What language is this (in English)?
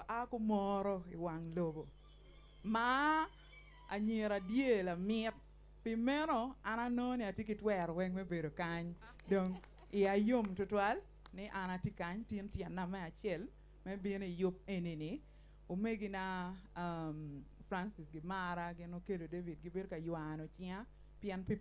Acoli